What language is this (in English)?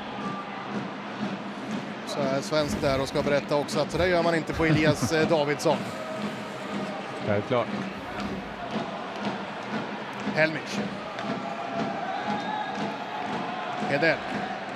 Swedish